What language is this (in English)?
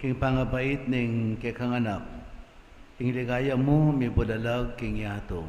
Pampanga